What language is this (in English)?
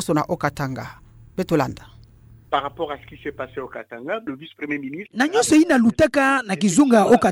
Kituba (Democratic Republic of Congo)